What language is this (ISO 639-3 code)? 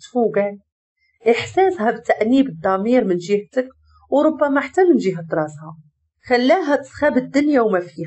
ary